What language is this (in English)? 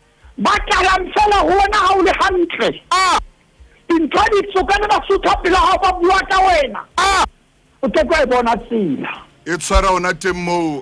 Southern Sotho